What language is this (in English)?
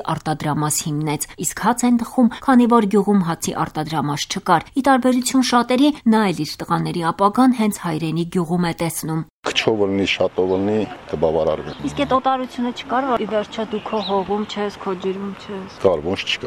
Armenian